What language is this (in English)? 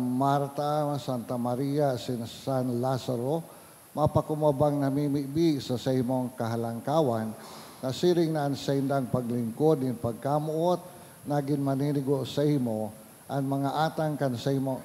Bikol